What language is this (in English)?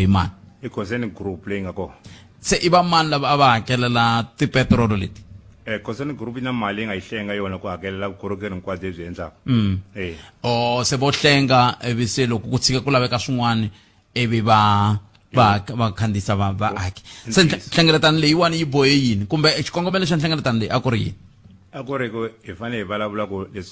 Tsonga